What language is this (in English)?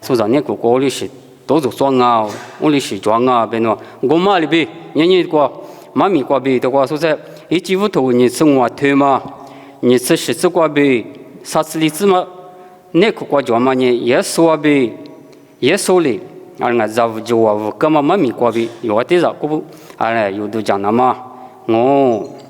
Lisu